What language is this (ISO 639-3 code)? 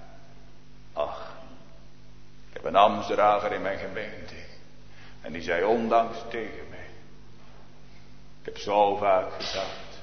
nld